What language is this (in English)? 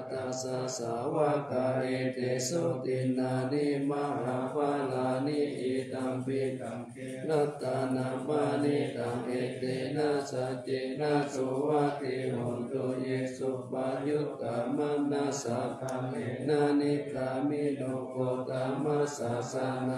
Pali